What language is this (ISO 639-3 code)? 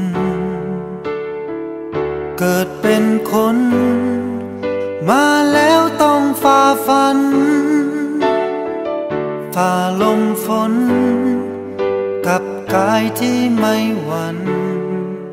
tha